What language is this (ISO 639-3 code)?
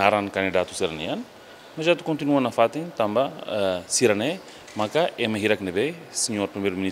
tet